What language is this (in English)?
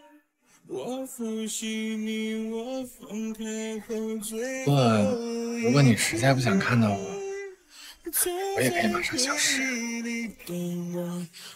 Chinese